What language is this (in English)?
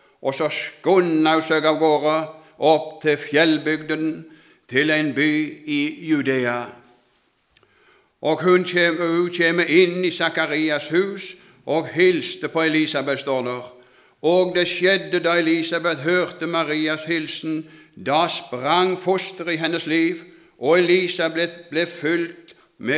Norwegian